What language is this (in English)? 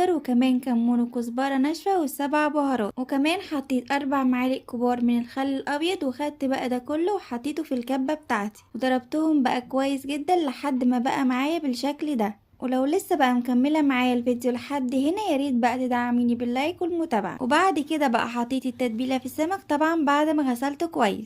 Egyptian Arabic